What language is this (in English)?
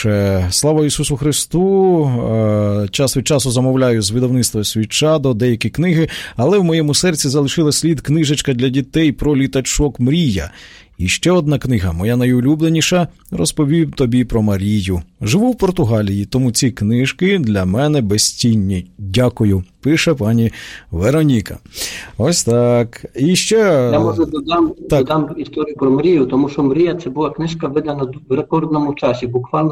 Ukrainian